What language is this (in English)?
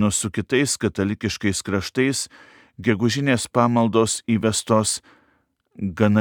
Lithuanian